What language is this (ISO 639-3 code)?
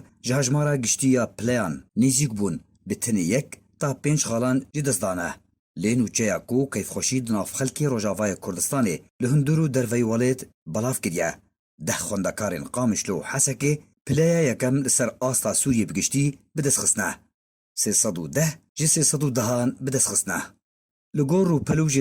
kur